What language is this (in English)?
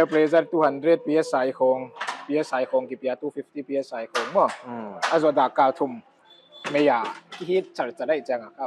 Paite Chin